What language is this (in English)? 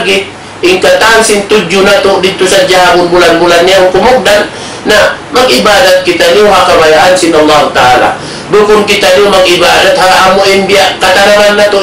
Tausug